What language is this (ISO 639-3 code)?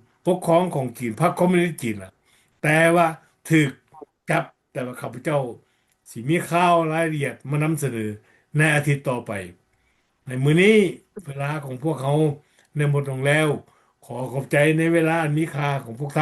lao